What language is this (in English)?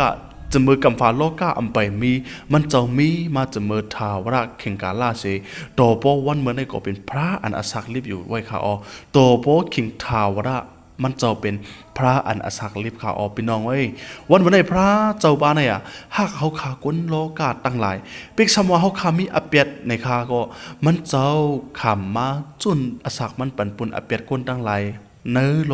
Shan